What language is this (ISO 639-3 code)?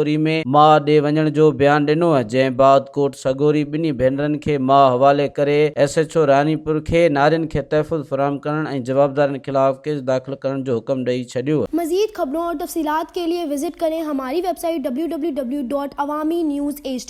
snd